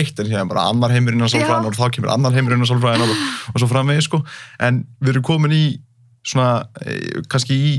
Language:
Icelandic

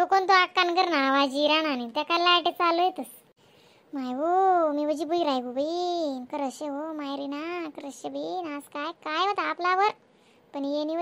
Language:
Khandesi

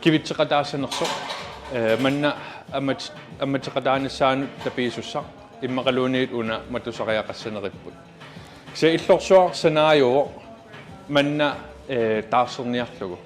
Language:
Kalaallisut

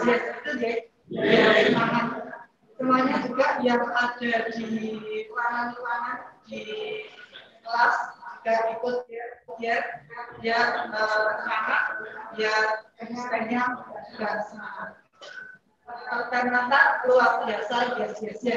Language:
Indonesian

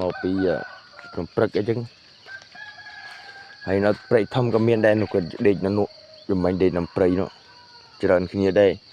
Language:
Khmer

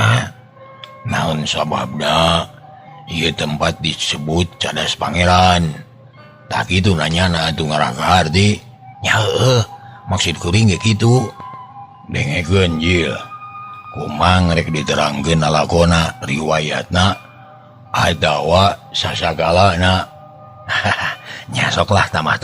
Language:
Sundanese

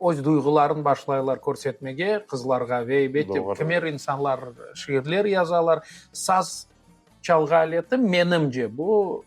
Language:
Crimean Tatar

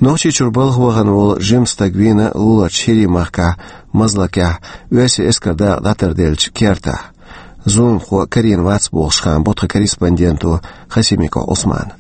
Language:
Chechen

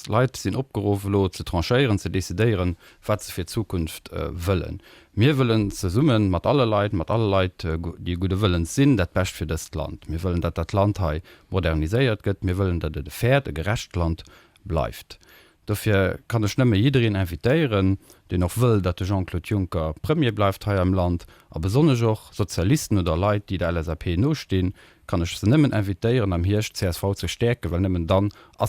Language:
Luxembourgish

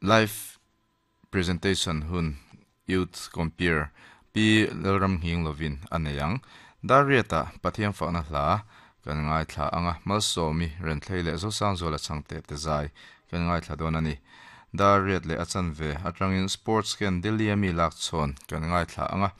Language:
Mizo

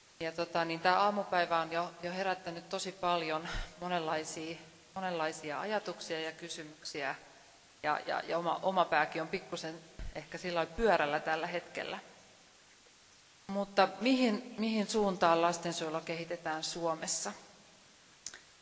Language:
Finnish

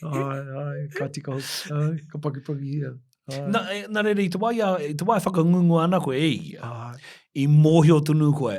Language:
Māori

